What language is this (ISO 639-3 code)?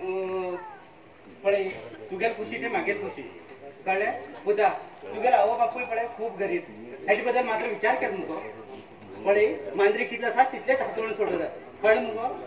kok